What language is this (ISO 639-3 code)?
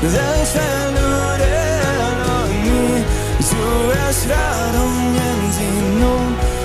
pdt